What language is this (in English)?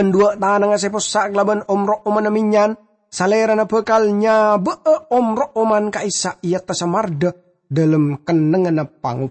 Madurese